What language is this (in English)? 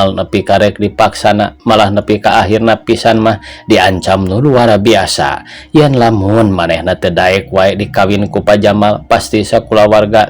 Sundanese